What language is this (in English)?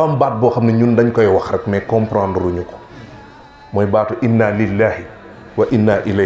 Wolof